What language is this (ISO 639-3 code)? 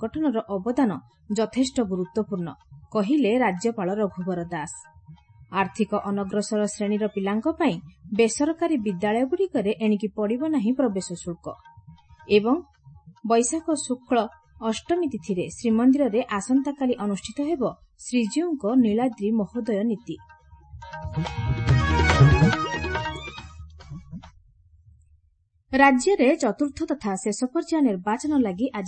ori